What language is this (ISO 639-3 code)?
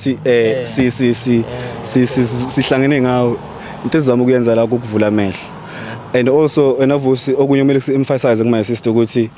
zul